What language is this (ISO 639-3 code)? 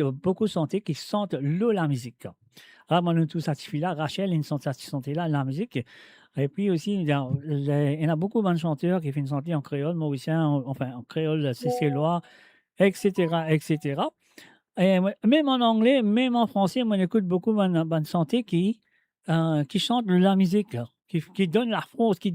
mfe